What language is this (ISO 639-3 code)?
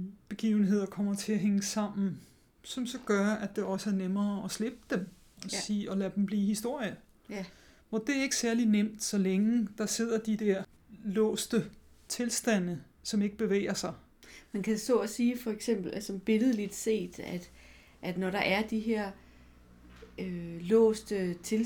dan